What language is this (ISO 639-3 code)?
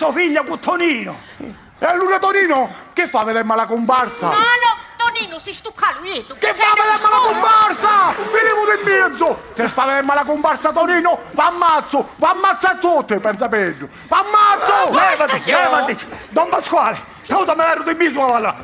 scn